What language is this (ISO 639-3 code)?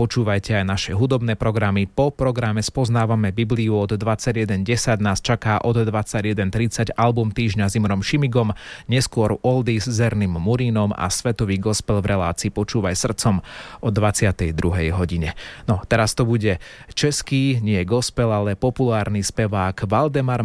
slk